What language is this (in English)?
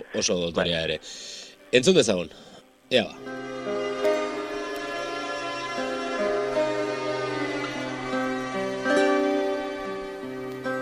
Basque